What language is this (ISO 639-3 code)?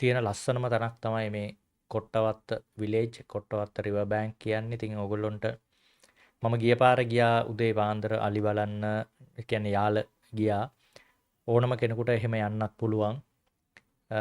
sin